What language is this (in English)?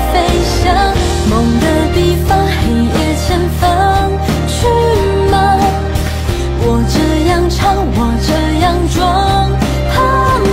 Chinese